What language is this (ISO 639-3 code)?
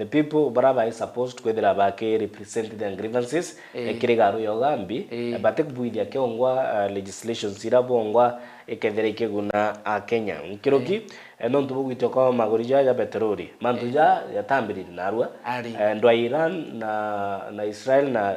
mer